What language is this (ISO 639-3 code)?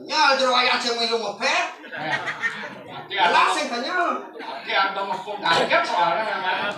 ban